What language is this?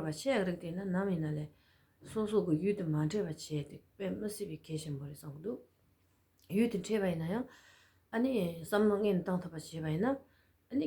Tibetan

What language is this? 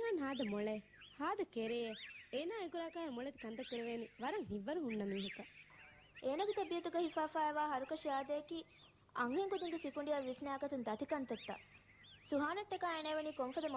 Divehi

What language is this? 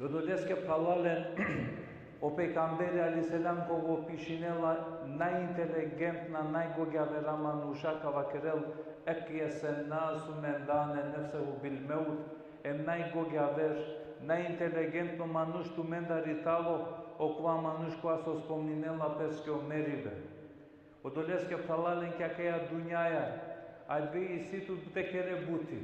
Balkan Romani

